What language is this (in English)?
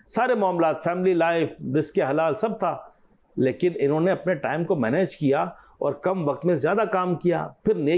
Urdu